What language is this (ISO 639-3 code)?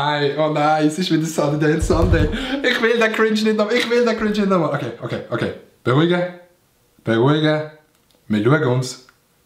gsw